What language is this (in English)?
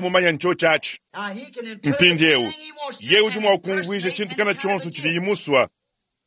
Luba-Lulua